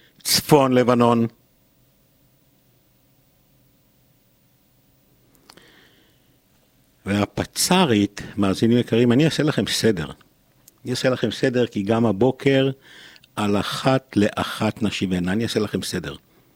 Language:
Hebrew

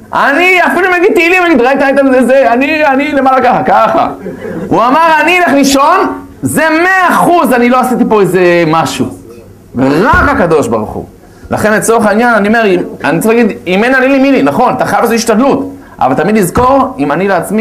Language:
Hebrew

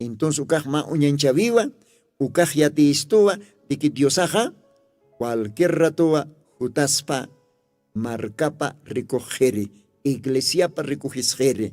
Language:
Aymara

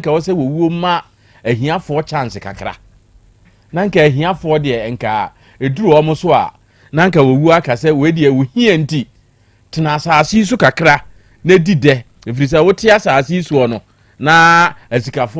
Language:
Akan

